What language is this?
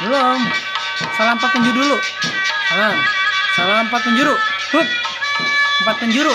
Betawi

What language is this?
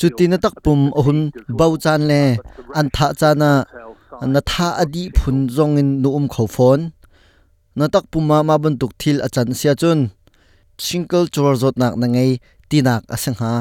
Hakha Chin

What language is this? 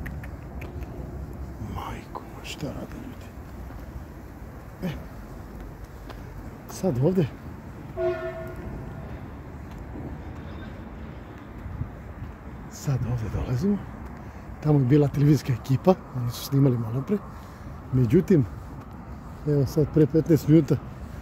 Serbian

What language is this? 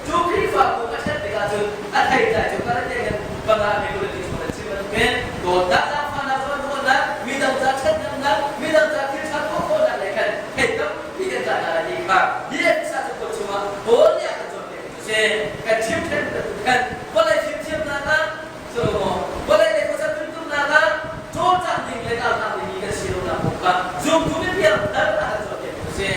Hakha Chin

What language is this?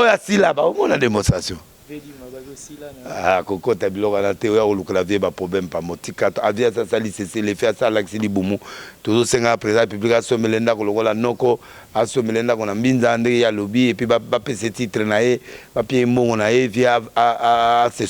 Lingala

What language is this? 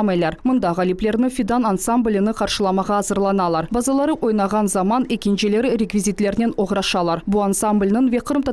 Crimean Tatar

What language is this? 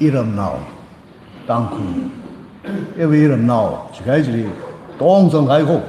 Tangkhul Naga (India)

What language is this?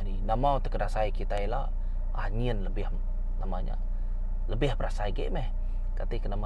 Iban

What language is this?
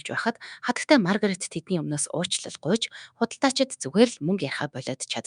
Mongolian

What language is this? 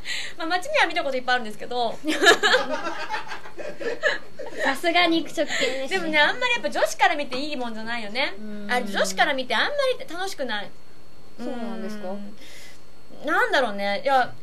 Japanese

